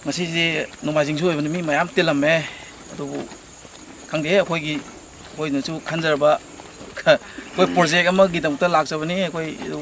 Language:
Manipuri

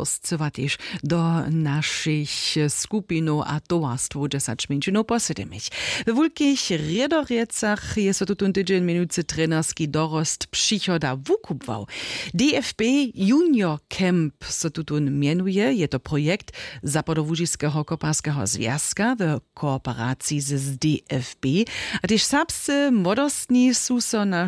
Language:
Upper Sorbian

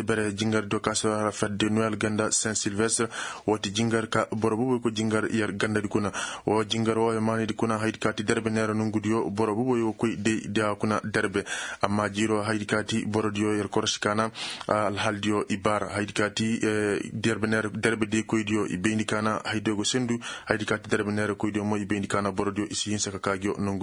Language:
Koyraboro Senni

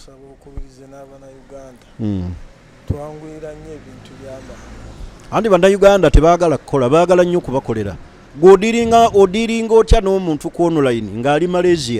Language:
Ganda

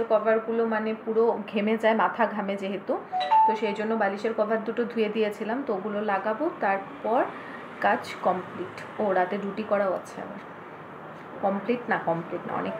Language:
Bangla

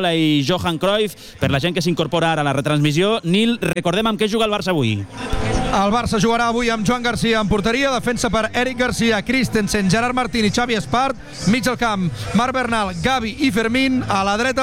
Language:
Catalan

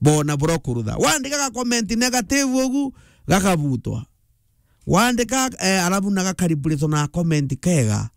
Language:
Meru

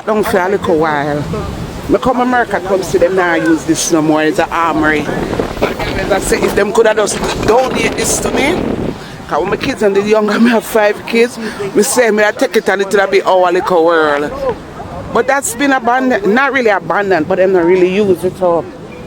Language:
Jamaican Creole English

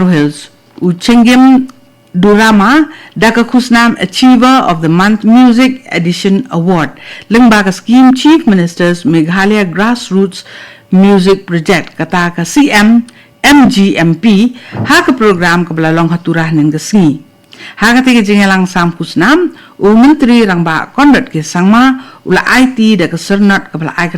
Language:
Khasi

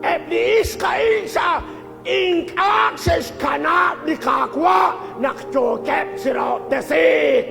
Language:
Kekchí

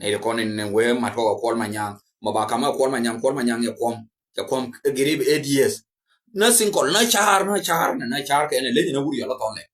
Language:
Nuer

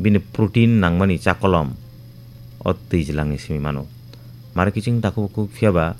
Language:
Kok Borok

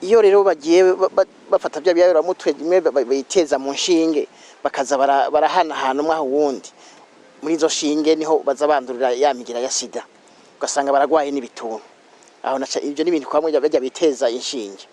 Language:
Rundi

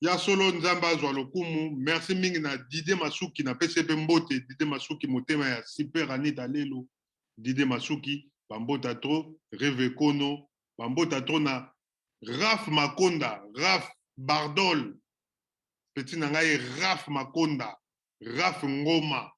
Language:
Lingala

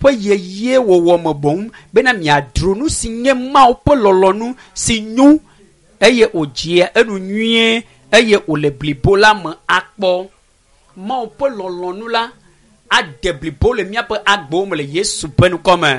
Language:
Ewe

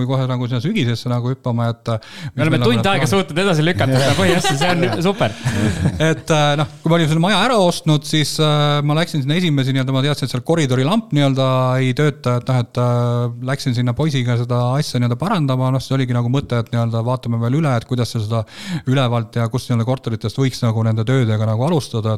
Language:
Estonian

